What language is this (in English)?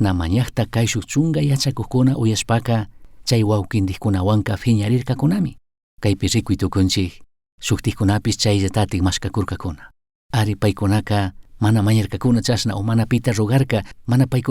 Chimborazo Highland Quichua